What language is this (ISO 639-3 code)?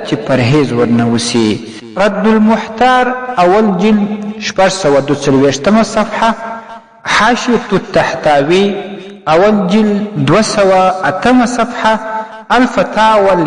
pus